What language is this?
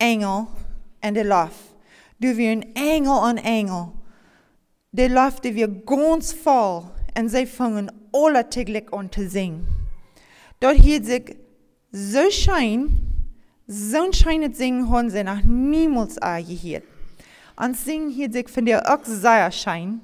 Plautdietsch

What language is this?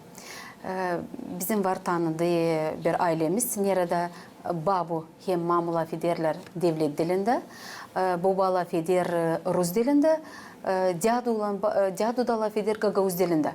Gagauz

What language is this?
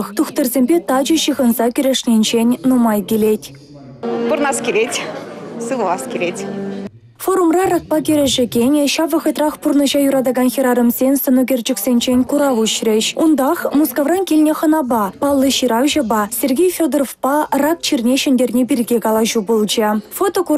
Chuvash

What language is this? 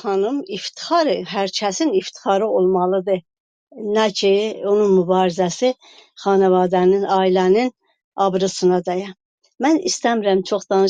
South Azerbaijani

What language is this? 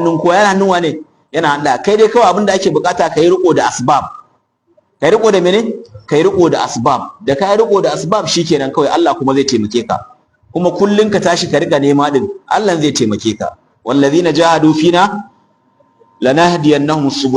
Hausa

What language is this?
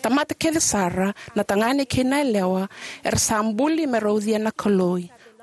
Fijian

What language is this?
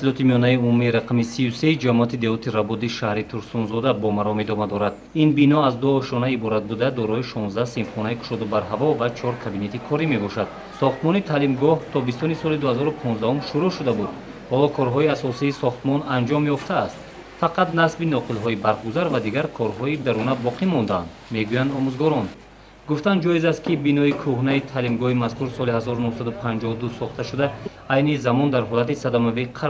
Tajik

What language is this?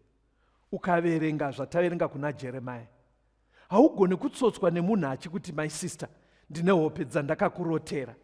Shona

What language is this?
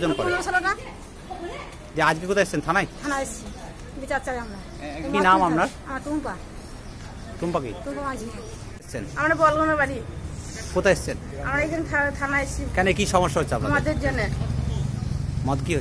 Bangla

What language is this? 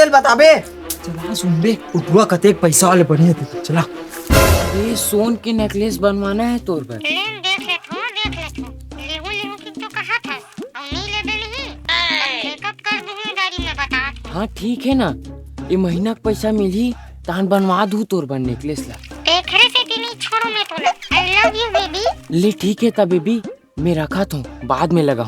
Chhattisgarhi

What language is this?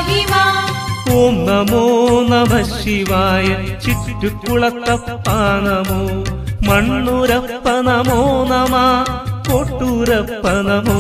Malayalam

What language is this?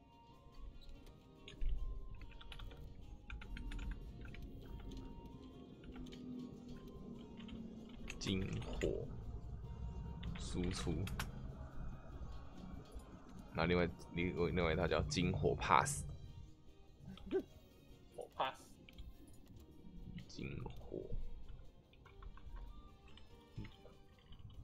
Chinese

